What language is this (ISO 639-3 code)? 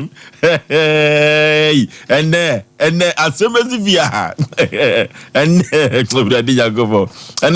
aka